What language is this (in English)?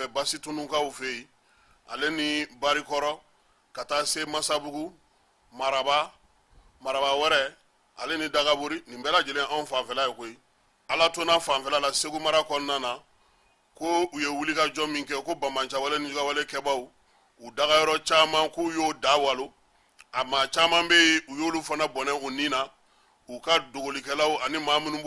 Bambara